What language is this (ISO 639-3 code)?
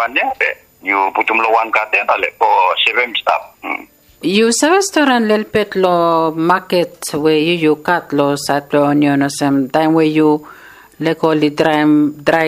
bis